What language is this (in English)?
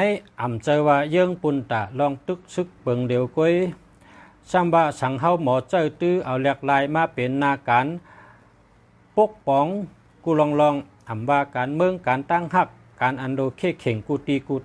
Shan